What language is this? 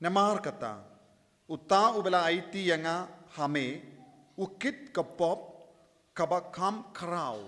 Khasi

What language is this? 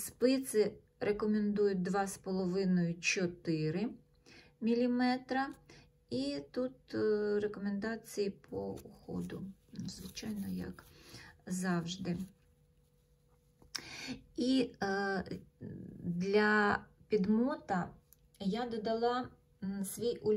Ukrainian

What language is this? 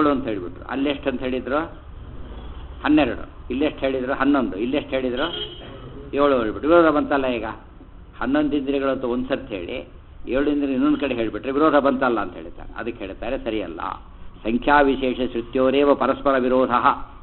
Kannada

